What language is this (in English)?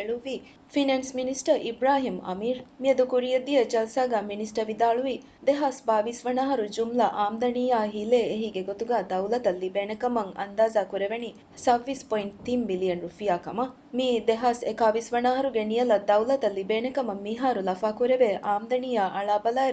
Divehi